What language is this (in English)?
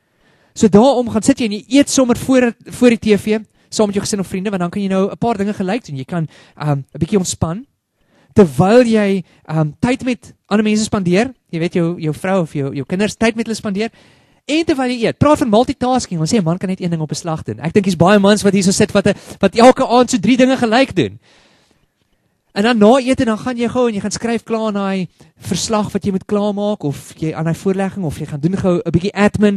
Afrikaans